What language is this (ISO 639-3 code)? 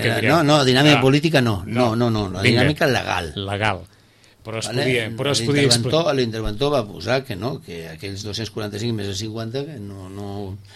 cat